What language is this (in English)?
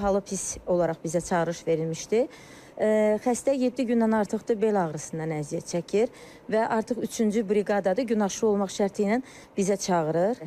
Azerbaijani